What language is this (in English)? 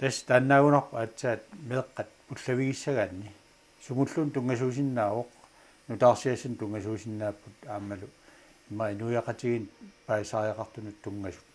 Kalaallisut